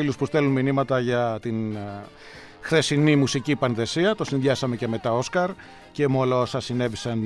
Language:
Greek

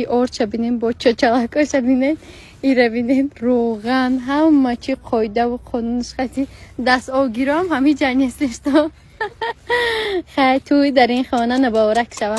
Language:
Tajik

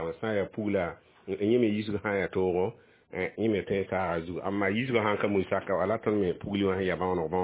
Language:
Mossi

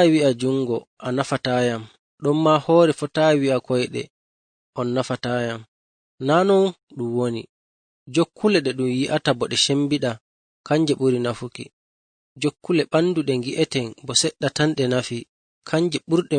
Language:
Fula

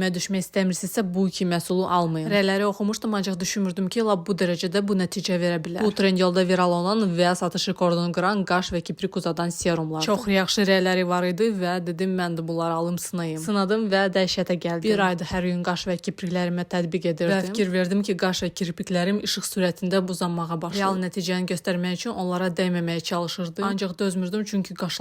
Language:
Azerbaijani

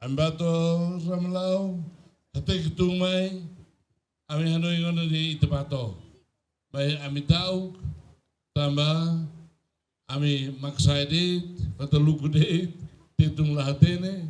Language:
Tetum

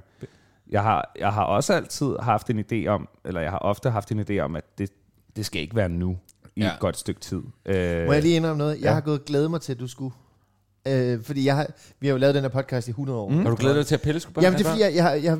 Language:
Danish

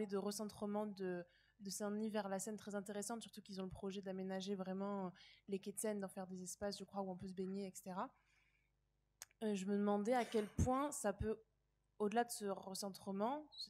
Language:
French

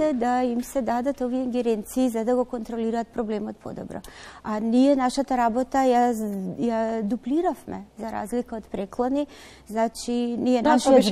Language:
Macedonian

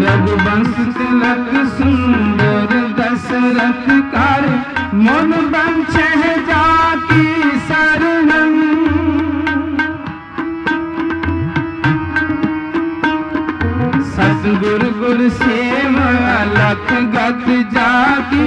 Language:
Hindi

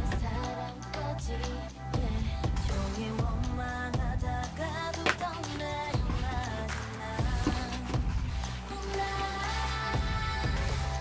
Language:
Korean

